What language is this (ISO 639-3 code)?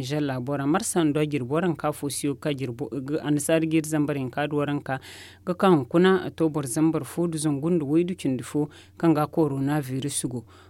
dje